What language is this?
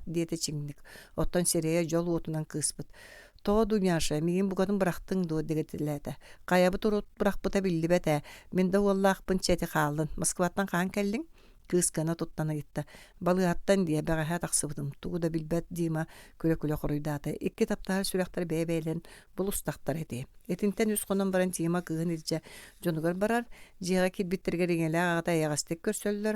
Yakut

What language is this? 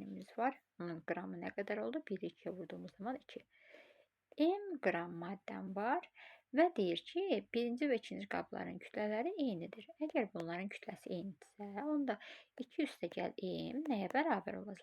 Azerbaijani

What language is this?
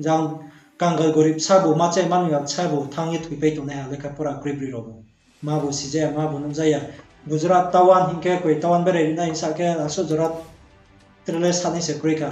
Riang (India)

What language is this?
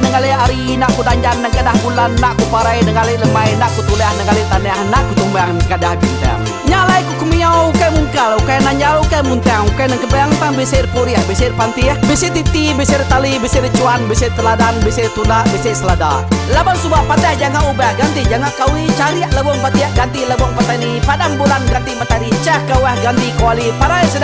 Iban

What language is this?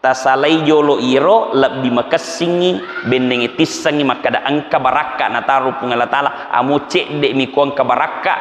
Buginese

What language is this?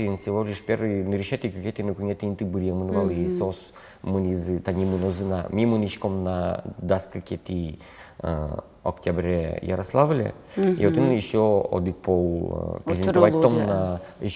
Udmurt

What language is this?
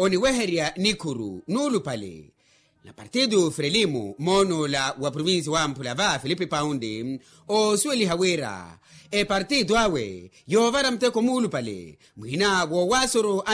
Makhuwa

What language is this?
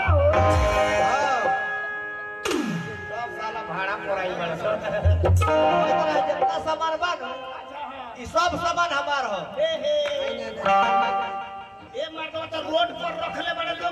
Bhojpuri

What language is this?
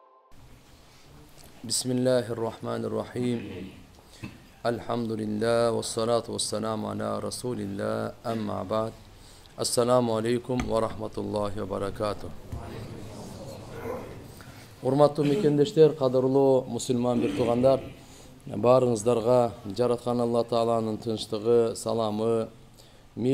Kyrgyz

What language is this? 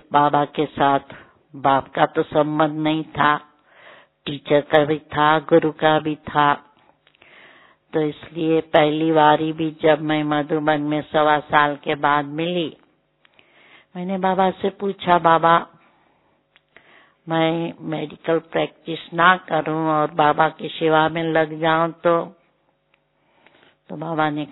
Hindi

